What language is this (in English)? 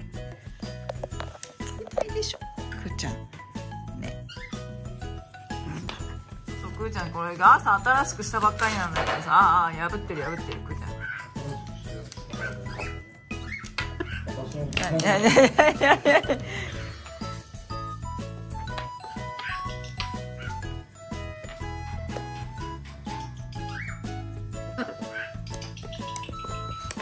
Japanese